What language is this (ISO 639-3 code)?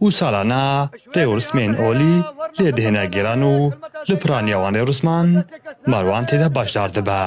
kur